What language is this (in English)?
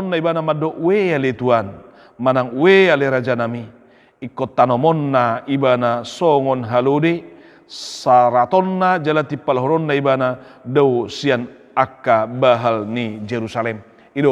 Batak Toba